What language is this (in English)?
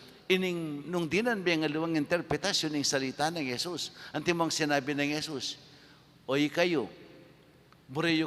Pampanga